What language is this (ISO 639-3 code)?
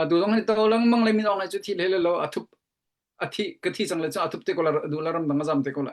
cnh